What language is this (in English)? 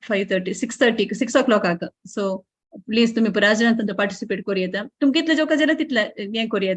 Konkani